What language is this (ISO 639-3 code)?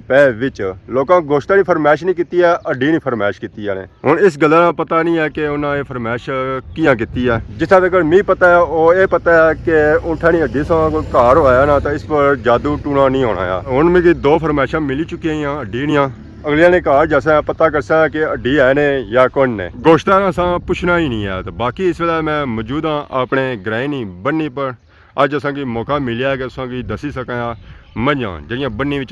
phr